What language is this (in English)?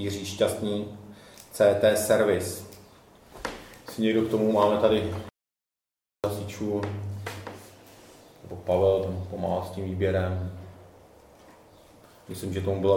Czech